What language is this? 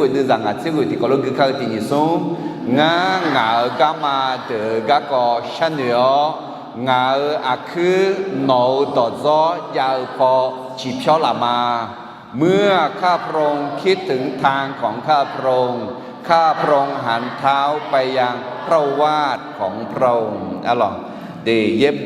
Akha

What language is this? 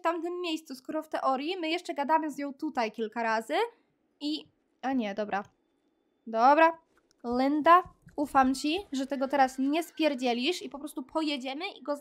Polish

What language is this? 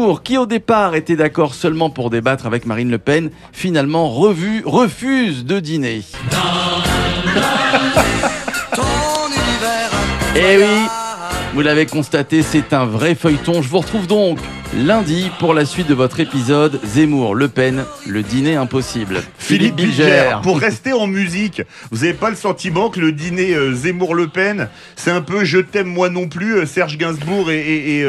French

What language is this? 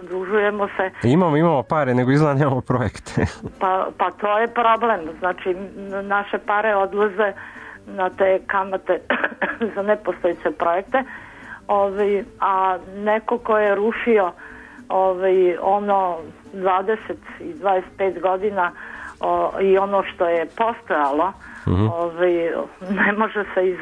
Serbian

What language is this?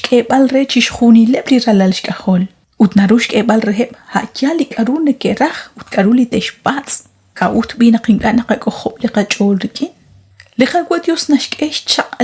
Kekchí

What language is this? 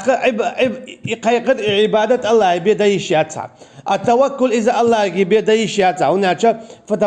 Chechen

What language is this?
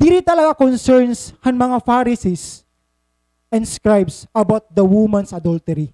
Waray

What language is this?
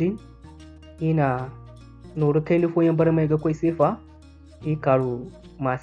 Zarma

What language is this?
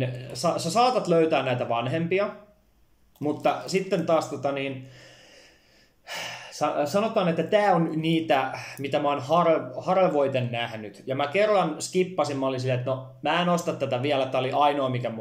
Finnish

